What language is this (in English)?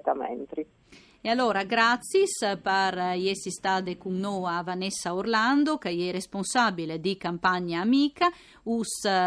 Friulian